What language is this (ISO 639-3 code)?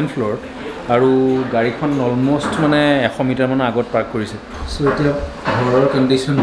asm